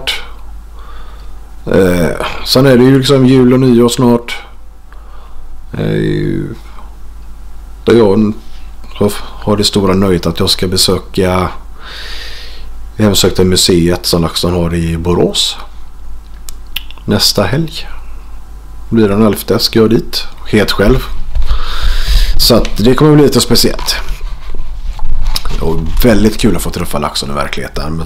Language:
Swedish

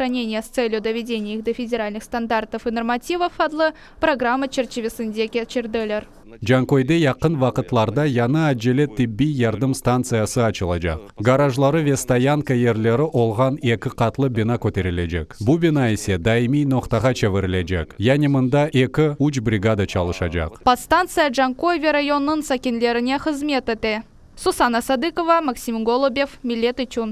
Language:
Crimean Tatar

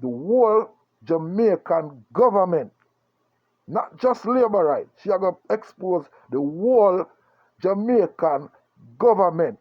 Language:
Jamaican Creole English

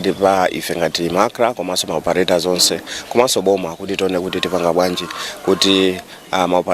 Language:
Nyanja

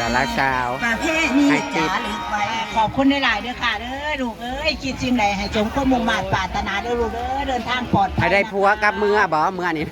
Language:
Northeastern Thai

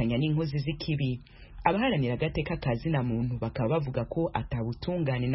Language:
Kinyarwanda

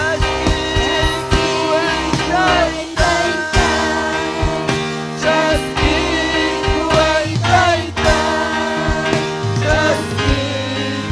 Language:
Ayacucho Quechua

